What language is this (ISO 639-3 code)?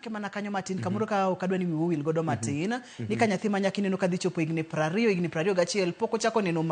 luo